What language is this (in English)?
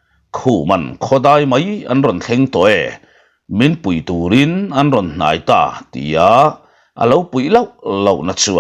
Mizo